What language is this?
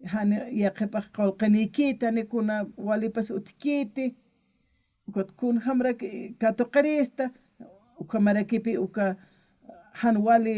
Aymara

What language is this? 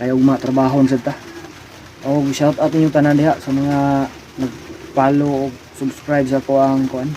Cebuano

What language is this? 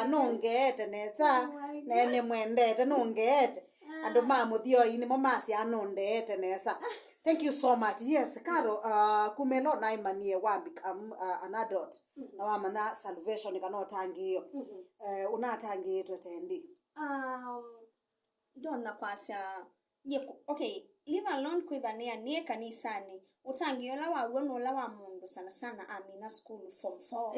Kamba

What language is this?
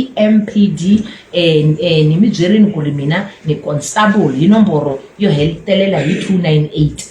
Tsonga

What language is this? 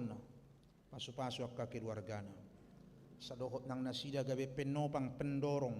Batak Toba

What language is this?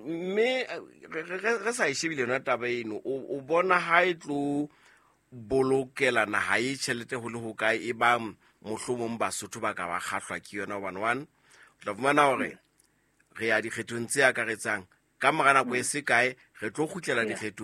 Southern Sotho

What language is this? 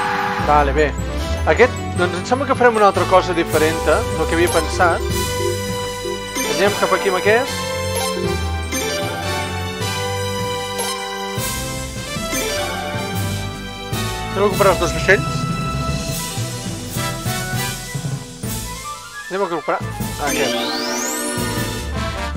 Catalan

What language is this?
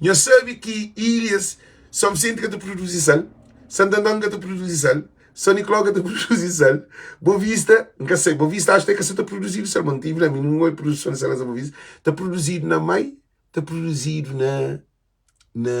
Kabuverdianu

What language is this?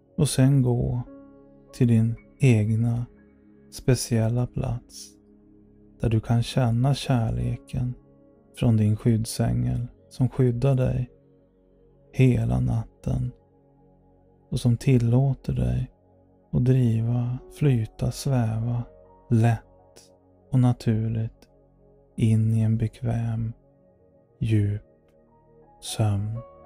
Swedish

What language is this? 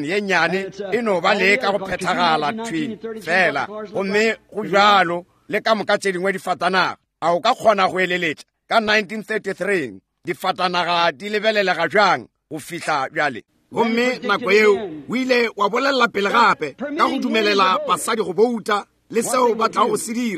Northern Sotho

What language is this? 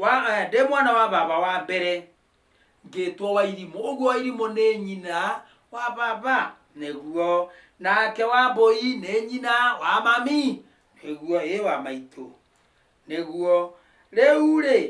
Kikuyu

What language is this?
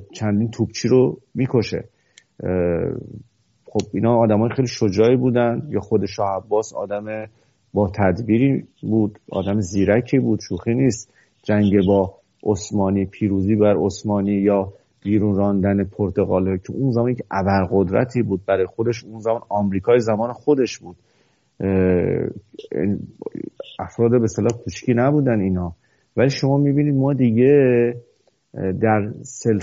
Persian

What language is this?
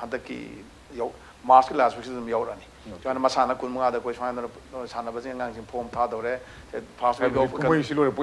Manipuri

